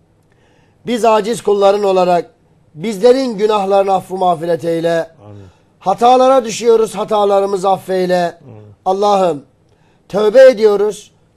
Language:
Turkish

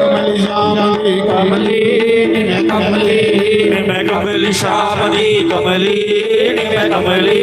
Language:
Dogri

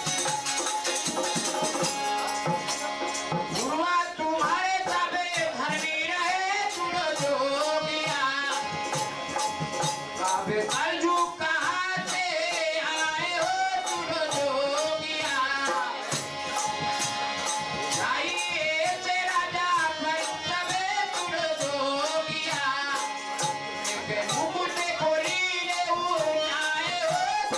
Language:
Bhojpuri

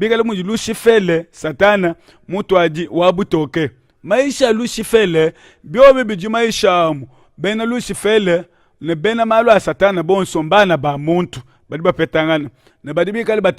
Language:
Luba-Lulua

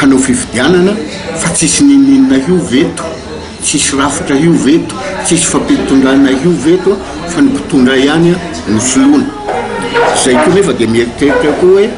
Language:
Malagasy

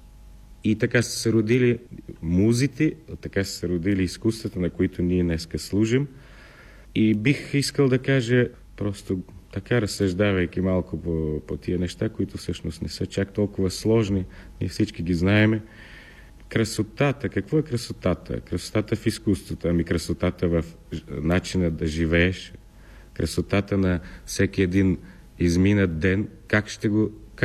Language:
Bulgarian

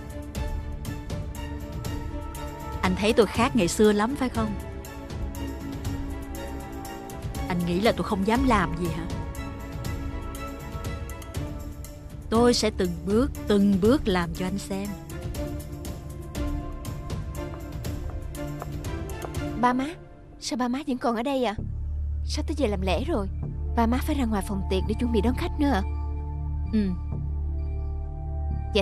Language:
Vietnamese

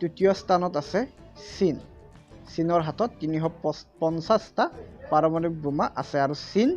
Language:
Assamese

